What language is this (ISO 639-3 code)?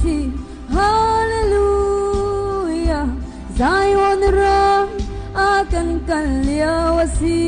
cnh